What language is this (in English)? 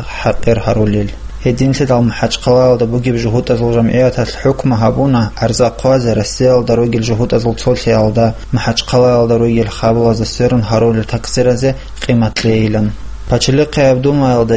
Avaric